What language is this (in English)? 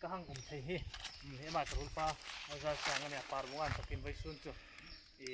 Hmar